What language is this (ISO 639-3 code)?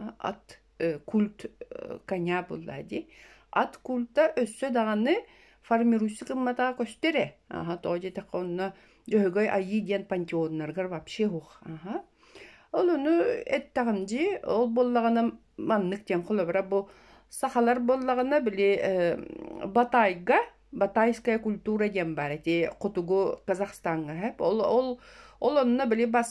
sah